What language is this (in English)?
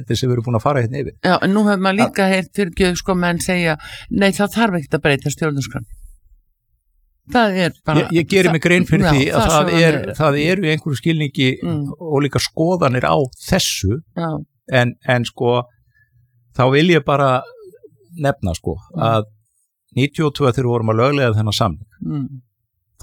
Icelandic